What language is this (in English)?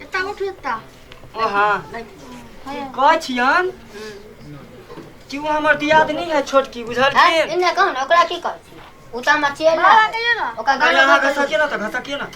Maithili